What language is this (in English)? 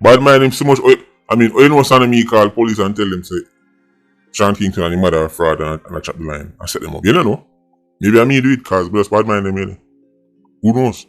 Jamaican Creole English